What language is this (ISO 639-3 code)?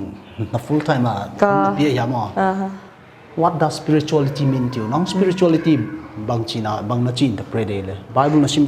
pck